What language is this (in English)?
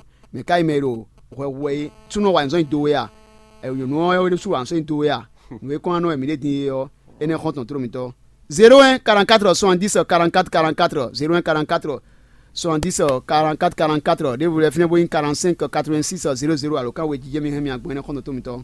Fon